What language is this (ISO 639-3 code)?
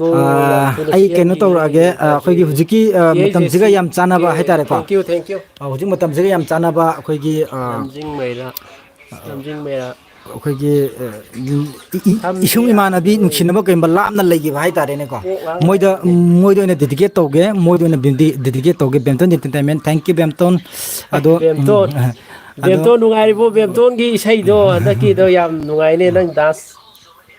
mni